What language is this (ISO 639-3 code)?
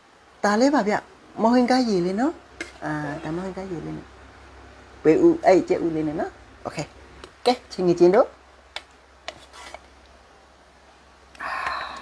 mya